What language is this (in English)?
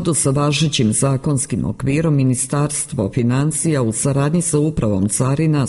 Serbian